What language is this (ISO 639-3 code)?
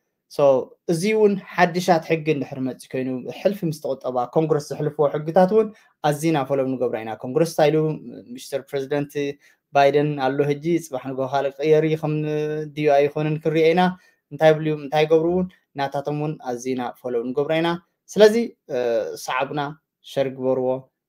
tir